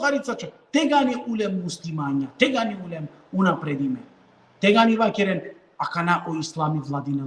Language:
Balkan Romani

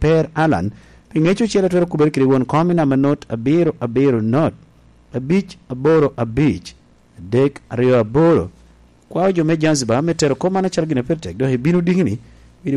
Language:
Lango (Uganda)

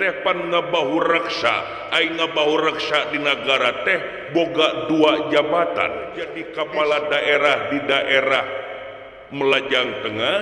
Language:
Sundanese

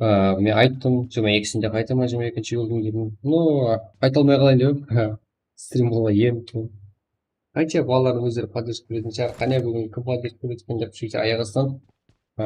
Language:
Kara-Kalpak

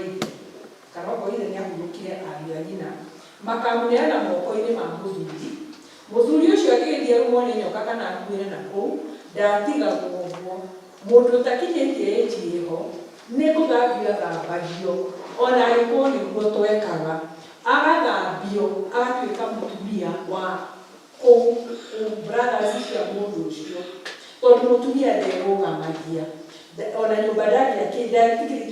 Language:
Kikuyu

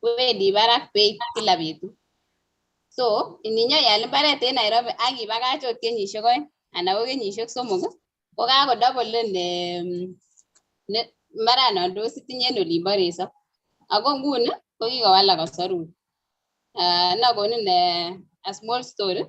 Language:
Kalenjin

